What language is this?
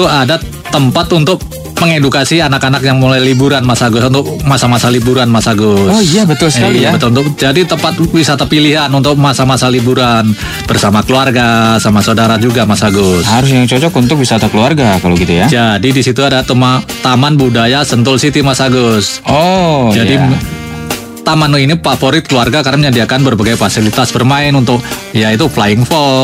Indonesian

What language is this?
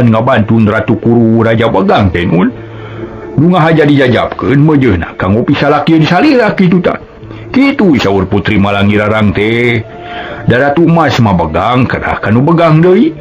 Sundanese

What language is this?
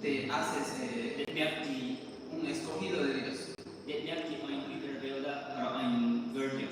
Plautdietsch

